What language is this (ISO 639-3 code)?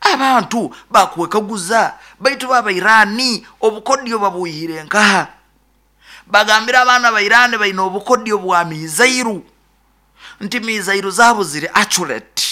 nyo